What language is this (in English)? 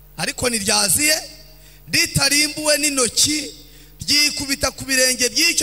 Kinyarwanda